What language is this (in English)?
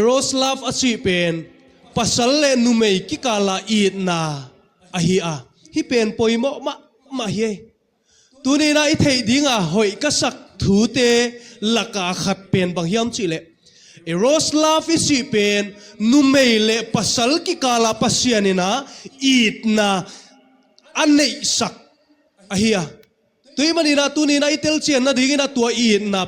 Tedim Chin